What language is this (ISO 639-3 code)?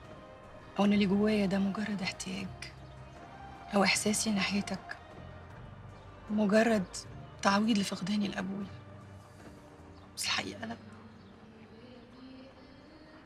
arz